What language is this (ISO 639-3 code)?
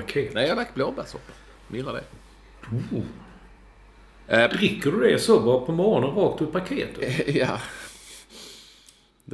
swe